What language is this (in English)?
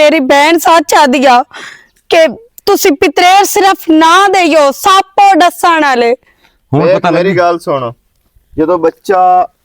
Western Panjabi